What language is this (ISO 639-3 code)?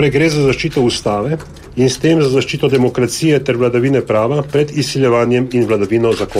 slv